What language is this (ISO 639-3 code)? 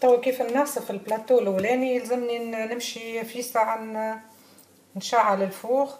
aeb